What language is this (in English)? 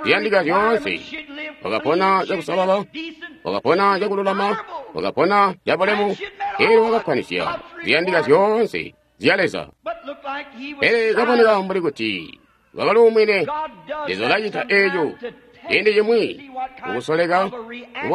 Tonga (Zambia)